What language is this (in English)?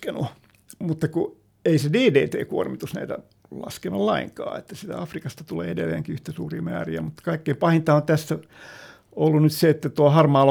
Finnish